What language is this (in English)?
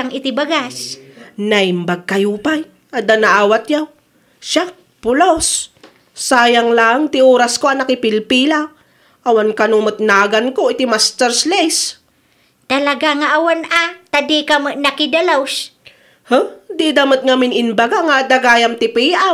Iloko